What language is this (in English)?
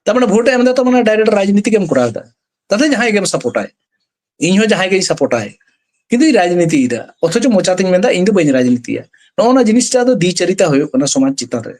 Santali